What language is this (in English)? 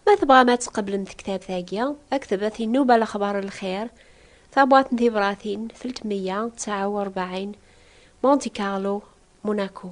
Kabyle